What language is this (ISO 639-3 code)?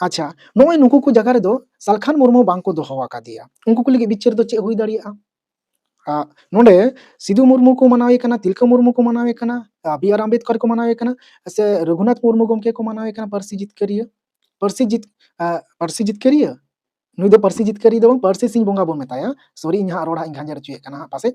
sat